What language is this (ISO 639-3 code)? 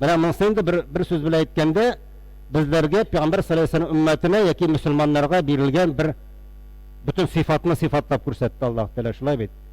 tat